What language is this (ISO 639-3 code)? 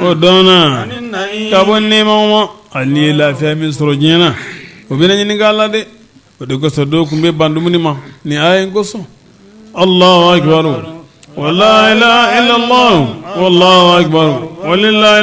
bam